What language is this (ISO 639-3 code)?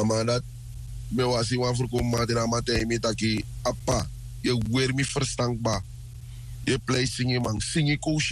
srn